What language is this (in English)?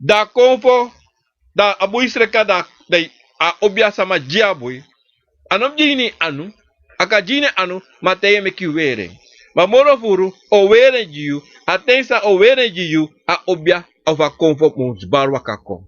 Sranan Tongo